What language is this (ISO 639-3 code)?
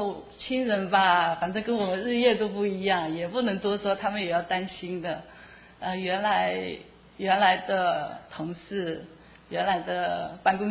zho